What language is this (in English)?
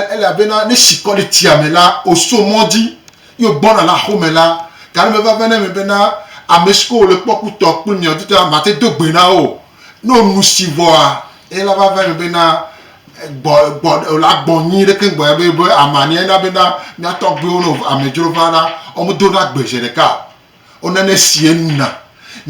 Gen